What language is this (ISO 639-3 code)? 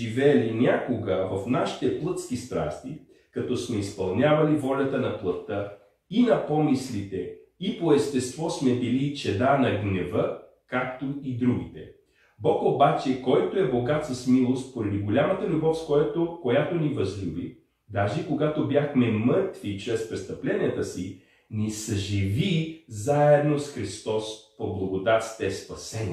bul